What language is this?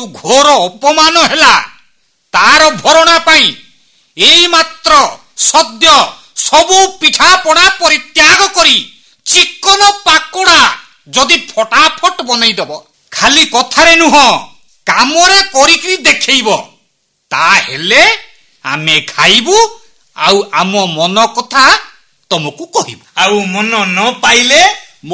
Odia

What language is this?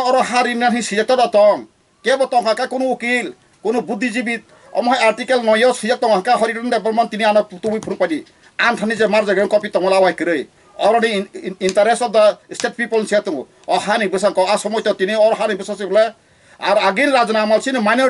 Kok Borok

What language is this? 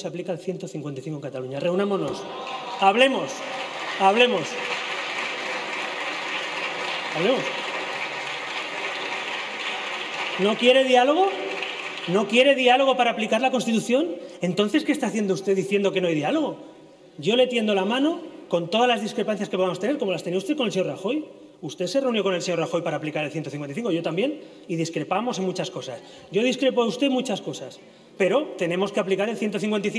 Spanish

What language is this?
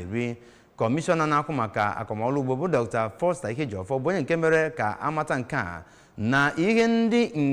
Igbo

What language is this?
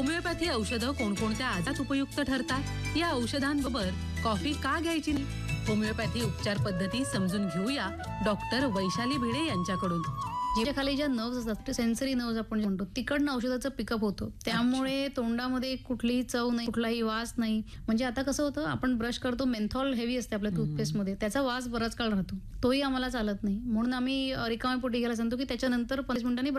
Marathi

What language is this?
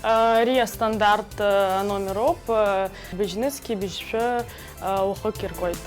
Abkhazian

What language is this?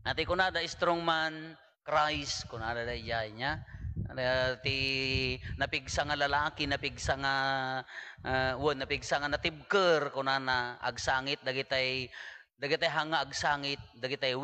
Iloko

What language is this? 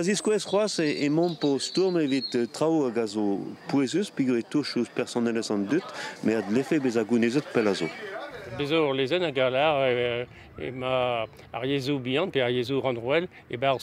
Breton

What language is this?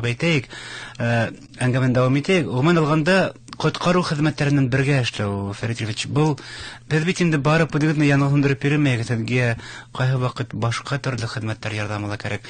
Bashkir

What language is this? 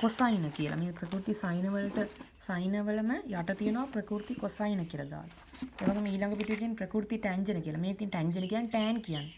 Sinhala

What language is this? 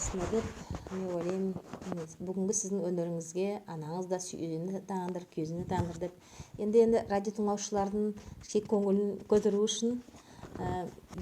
Nogai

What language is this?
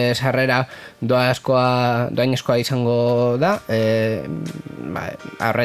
Basque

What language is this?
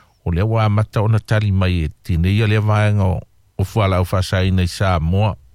Samoan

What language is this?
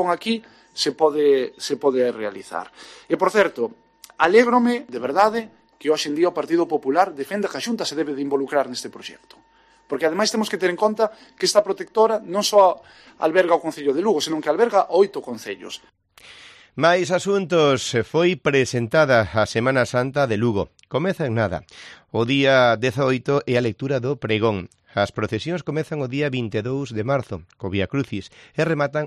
Galician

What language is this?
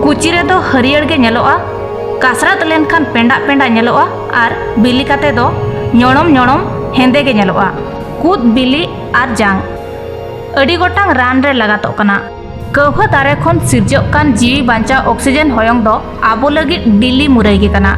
Santali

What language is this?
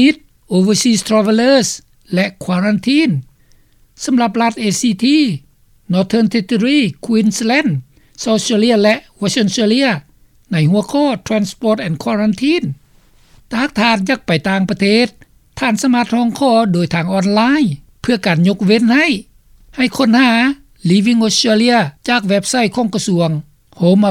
Lao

